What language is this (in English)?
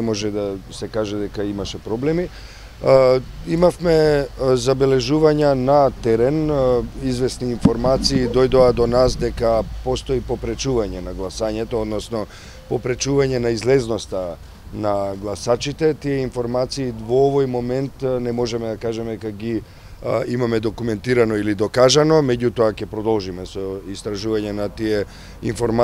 Macedonian